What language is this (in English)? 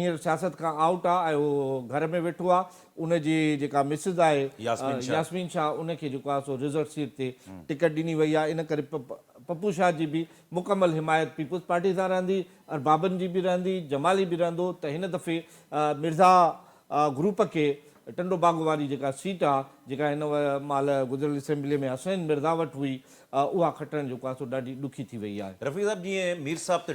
Sindhi